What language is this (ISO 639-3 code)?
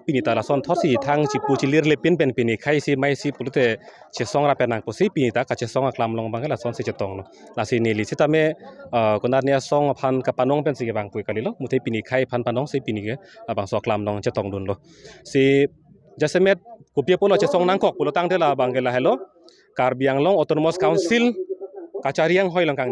mjw